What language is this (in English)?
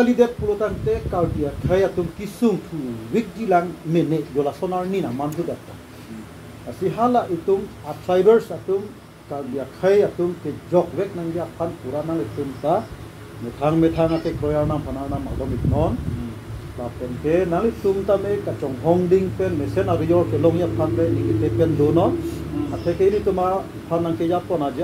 Karbi